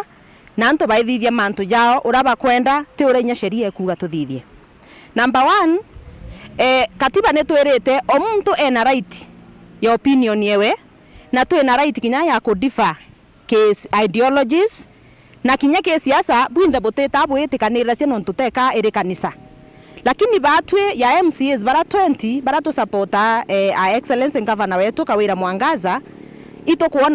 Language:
Meru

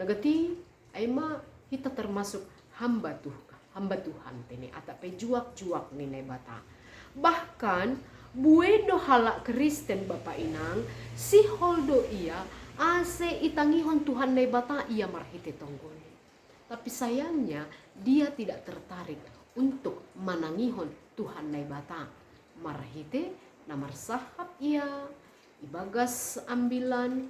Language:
Batak Simalungun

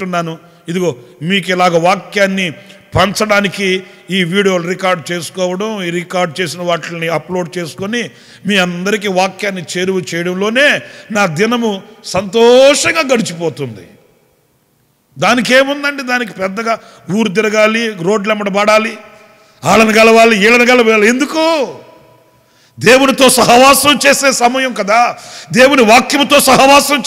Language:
Telugu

